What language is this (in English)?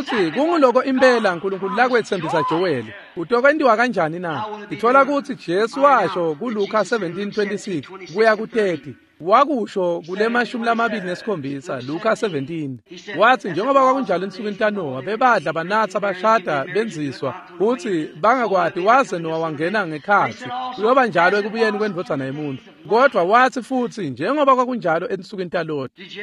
Swati